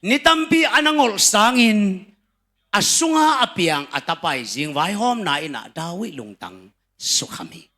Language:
Tedim Chin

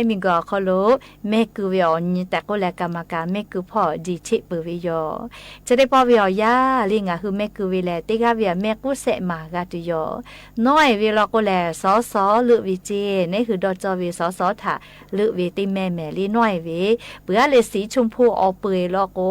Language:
Lahu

